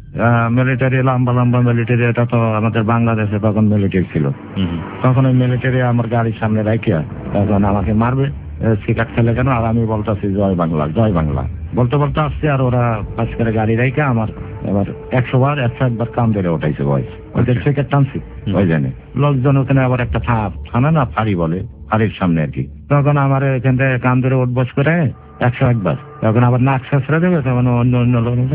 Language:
Bangla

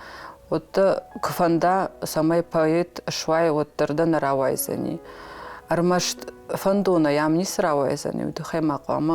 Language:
Ossetic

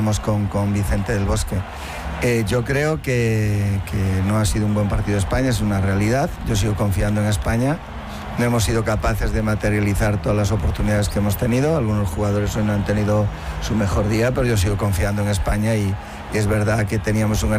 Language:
Spanish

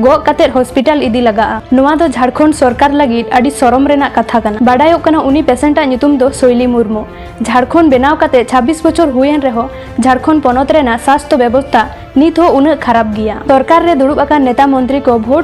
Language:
Santali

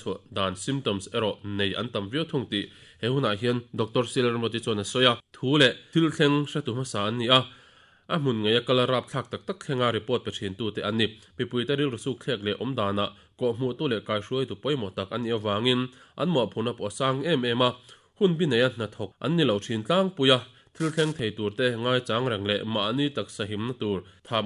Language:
Mizo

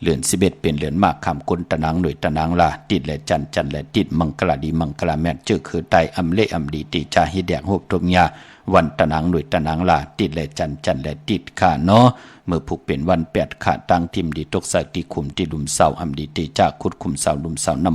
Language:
Shan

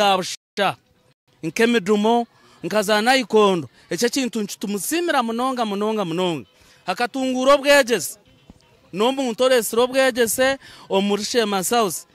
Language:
Nyankole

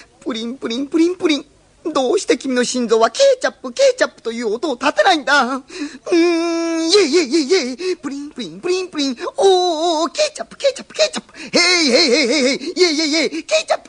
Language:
Japanese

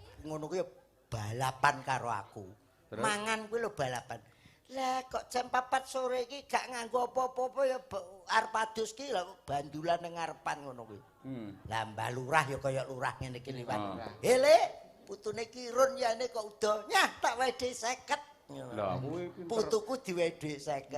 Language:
Javanese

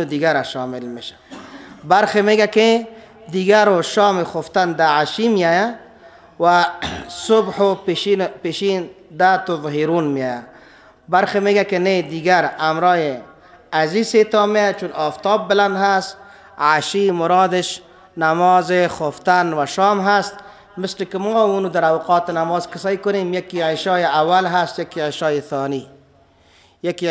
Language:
Persian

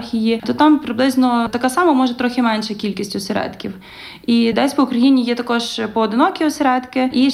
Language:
Ukrainian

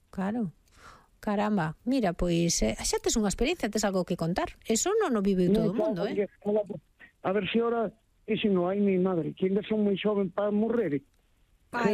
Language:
Galician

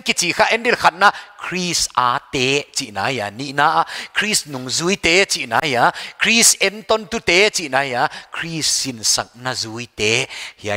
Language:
Paite Chin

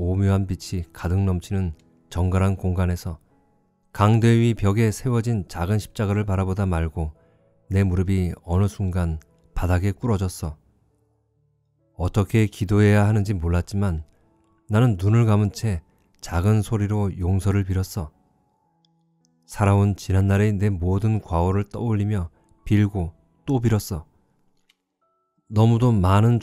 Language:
Korean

